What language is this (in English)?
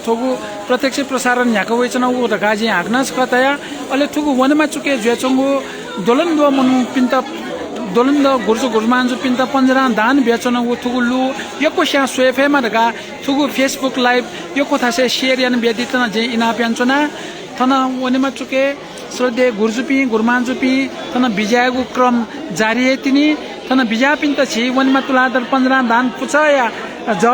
Newari